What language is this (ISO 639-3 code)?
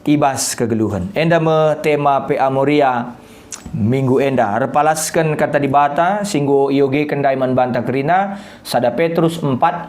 btx